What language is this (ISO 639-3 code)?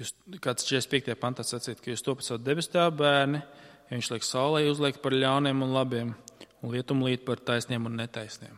lav